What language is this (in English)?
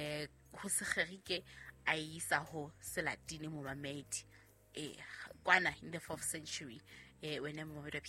Southern Sotho